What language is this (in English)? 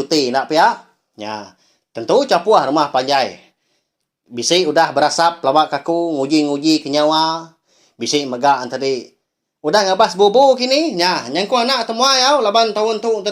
Iban